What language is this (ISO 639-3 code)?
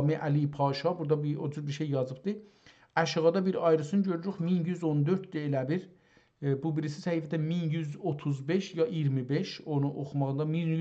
azb